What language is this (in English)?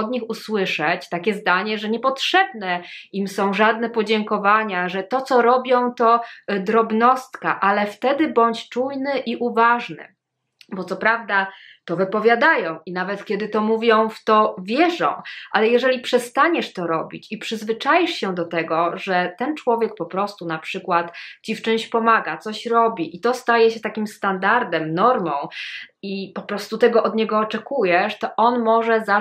Polish